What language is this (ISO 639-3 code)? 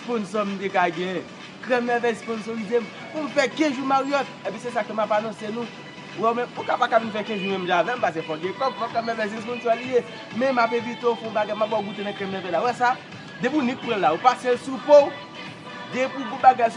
hat